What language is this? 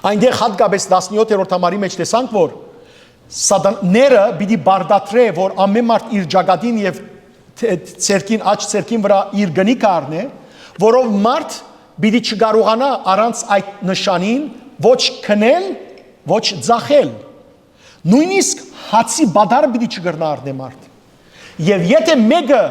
Western Armenian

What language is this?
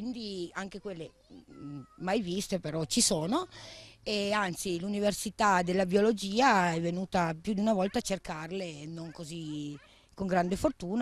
Italian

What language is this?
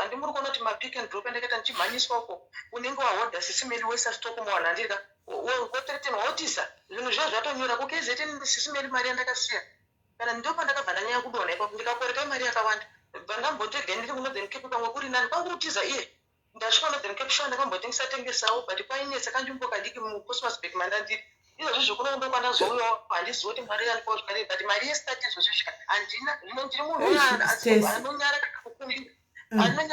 Shona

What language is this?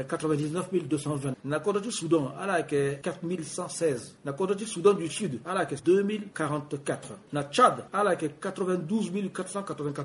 Sango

